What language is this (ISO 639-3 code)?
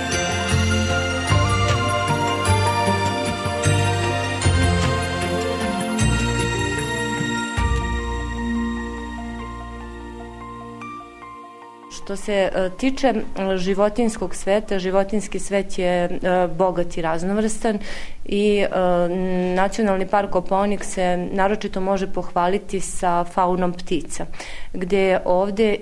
srp